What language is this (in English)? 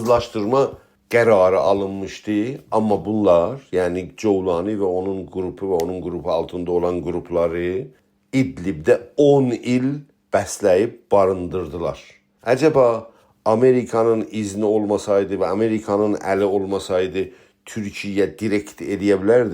South Azerbaijani